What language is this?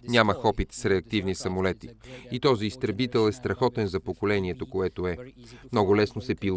Bulgarian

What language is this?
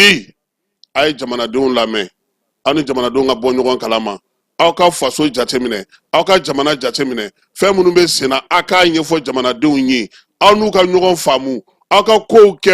Bambara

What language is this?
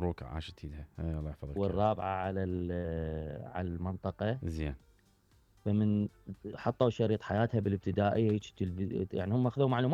Mesopotamian Arabic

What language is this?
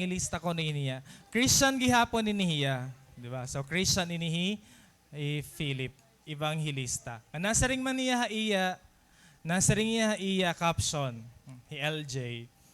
Waray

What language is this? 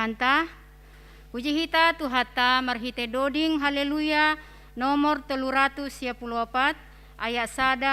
Batak Simalungun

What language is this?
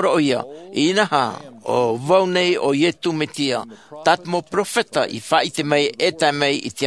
Tahitian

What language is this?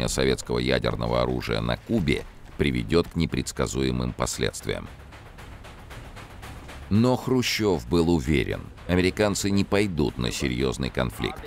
Russian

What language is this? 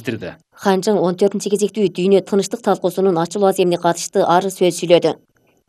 Kyrgyz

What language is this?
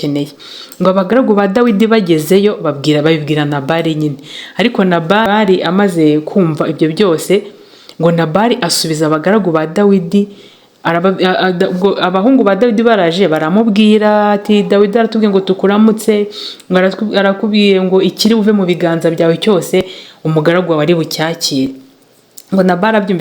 Kinyarwanda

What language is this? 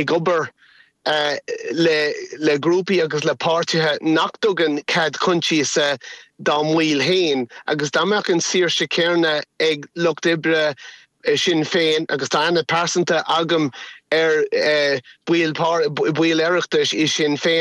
Irish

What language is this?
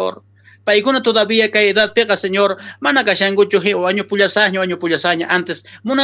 South Bolivian Quechua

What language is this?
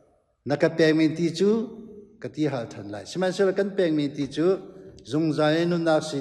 Hakha Chin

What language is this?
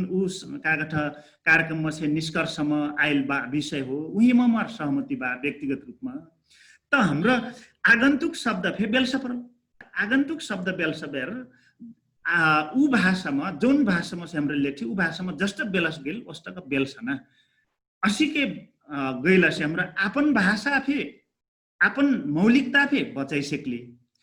Dangaura Tharu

